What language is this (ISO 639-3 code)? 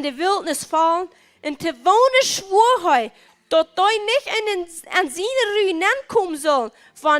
pdt